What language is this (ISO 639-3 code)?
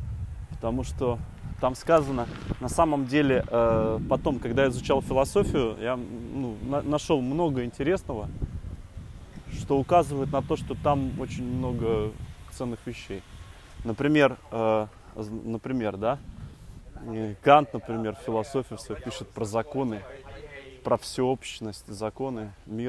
rus